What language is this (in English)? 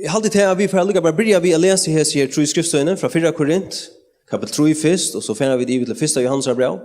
Faroese